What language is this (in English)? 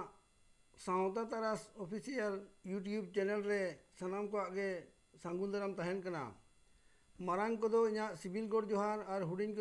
Santali